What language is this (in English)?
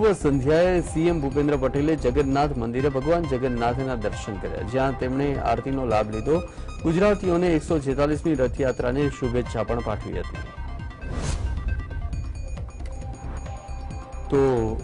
Gujarati